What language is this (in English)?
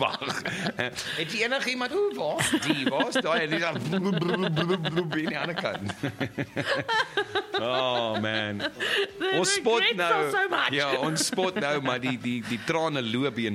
Afrikaans